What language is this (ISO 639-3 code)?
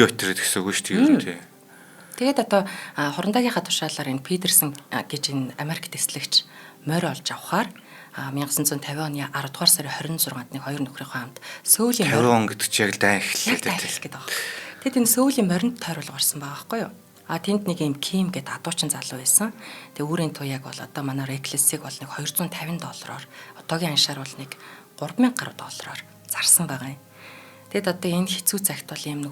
mon